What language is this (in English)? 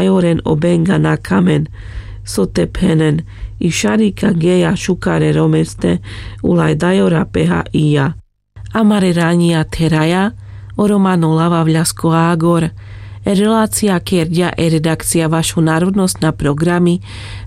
Carpathian Romani